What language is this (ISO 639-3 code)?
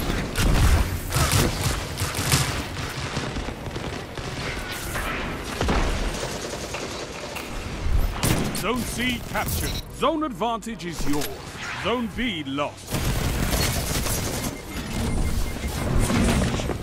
eng